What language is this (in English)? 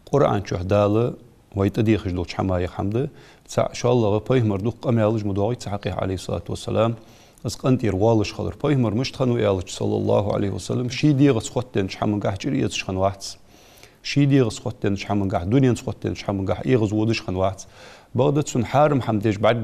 Ingush